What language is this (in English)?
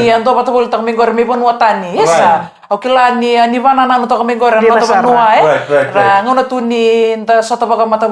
Fijian